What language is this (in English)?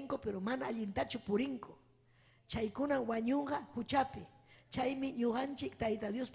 Ayacucho Quechua